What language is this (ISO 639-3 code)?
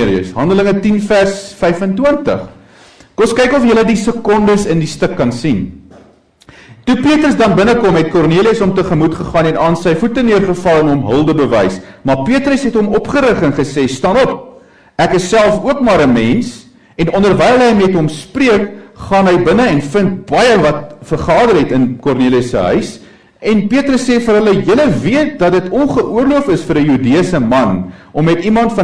afr